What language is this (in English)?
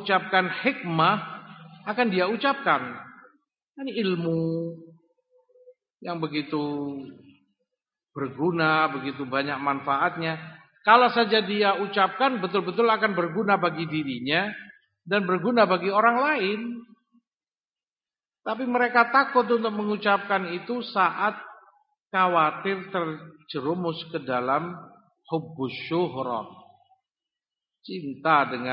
Indonesian